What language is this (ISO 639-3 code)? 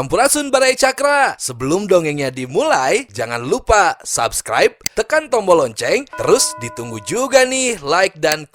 sun